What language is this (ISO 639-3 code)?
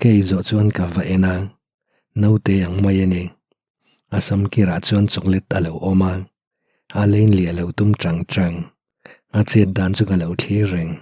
lus